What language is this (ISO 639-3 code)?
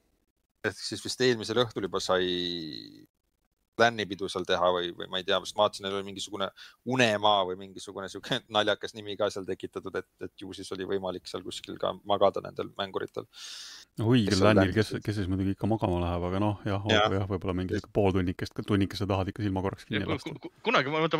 est